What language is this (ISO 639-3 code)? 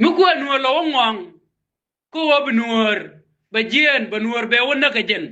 nus